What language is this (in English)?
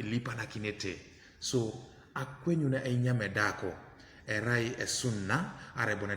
Teso